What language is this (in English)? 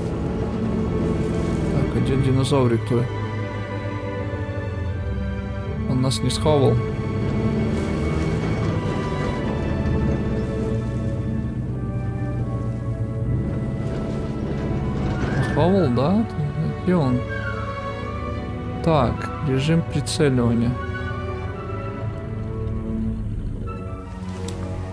Russian